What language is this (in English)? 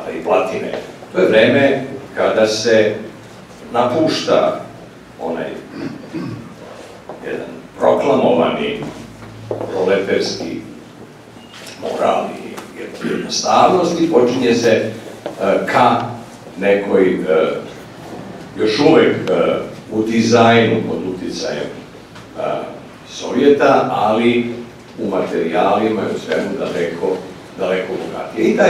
Serbian